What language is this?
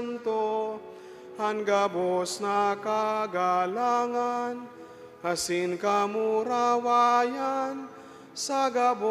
Bikol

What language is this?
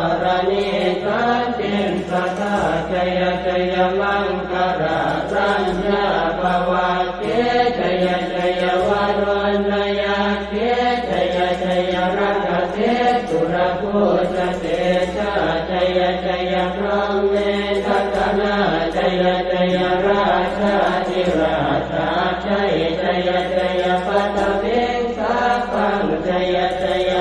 Pali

